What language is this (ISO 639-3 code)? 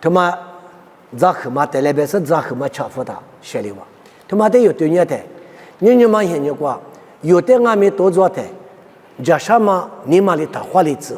lis